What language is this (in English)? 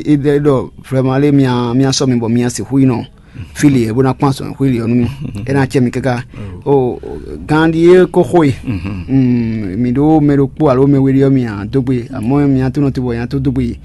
Fon